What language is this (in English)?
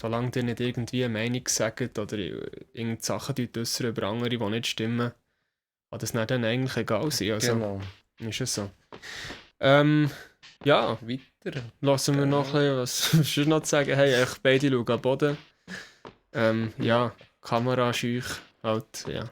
Swiss German